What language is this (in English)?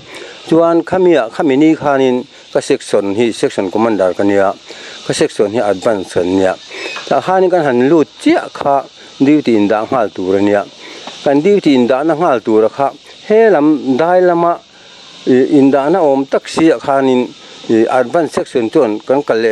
Mizo